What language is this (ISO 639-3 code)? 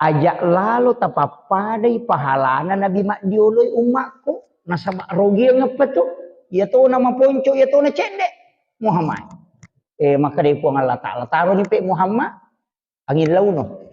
bug